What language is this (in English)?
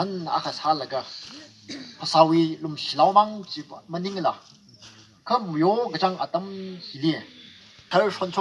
Tangkhul Naga (India)